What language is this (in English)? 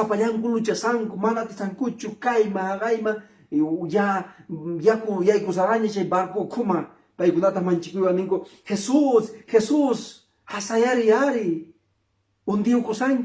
Quechua